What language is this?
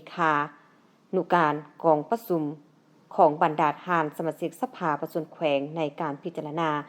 Lao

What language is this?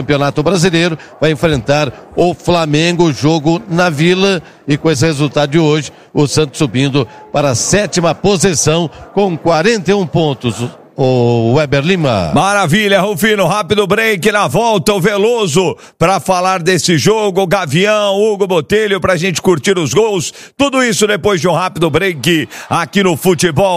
Portuguese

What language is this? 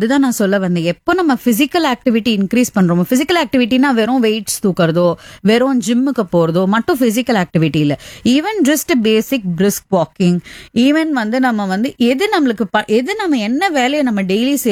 Tamil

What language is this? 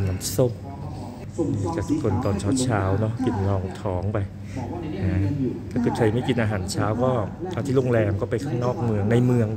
Thai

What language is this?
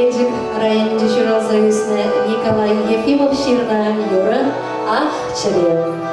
Chuvash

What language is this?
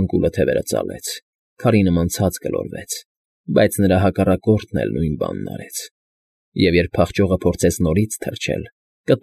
Armenian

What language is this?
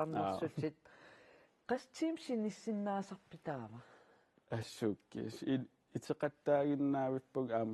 Kalaallisut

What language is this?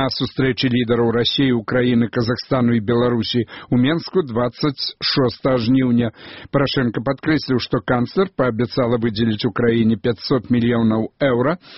Belarusian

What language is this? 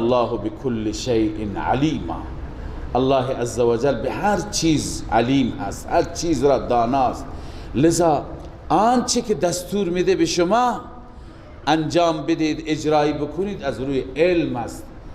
Persian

